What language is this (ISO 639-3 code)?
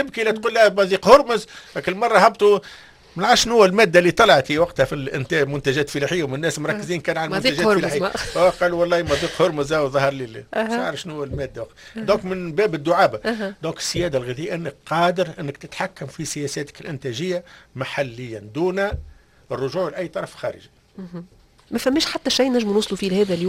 aeb